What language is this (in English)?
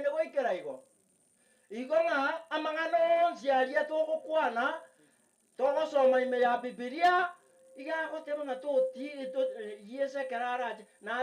Gusii